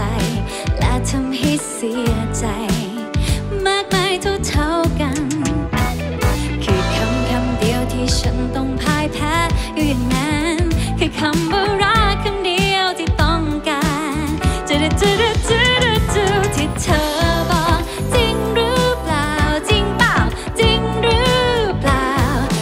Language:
Thai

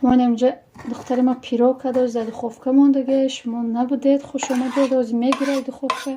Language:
Tajik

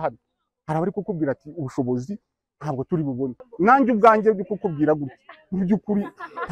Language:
Kinyarwanda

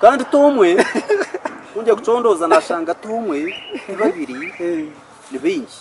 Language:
Nyankole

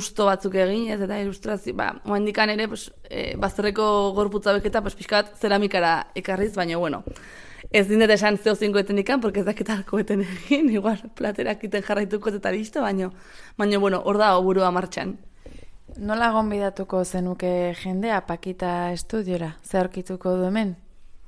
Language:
Basque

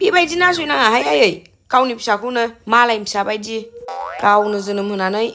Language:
Bodo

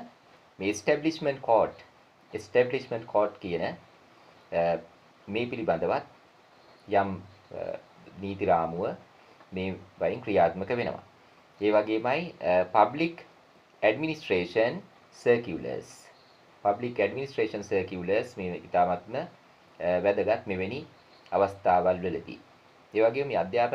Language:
Sinhala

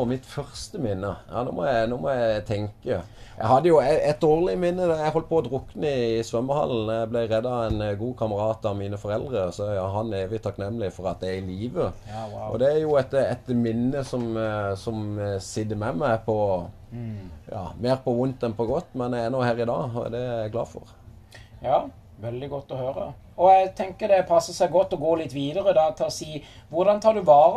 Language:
Norwegian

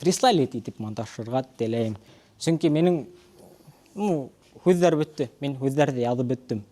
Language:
Bashkir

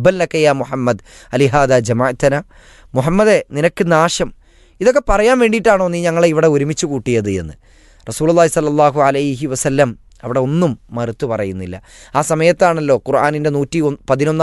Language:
Malayalam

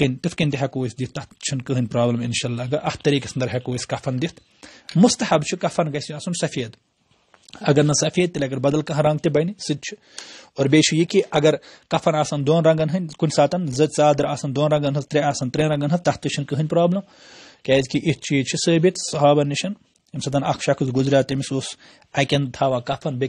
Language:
Kashmiri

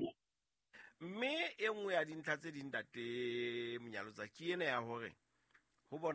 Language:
Southern Sotho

